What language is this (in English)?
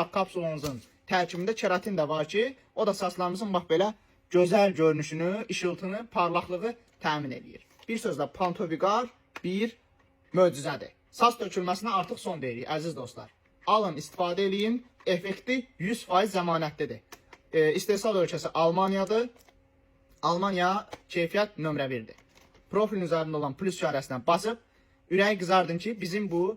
Azerbaijani